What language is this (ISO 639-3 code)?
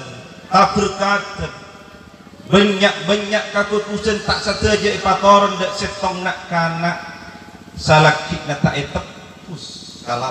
mad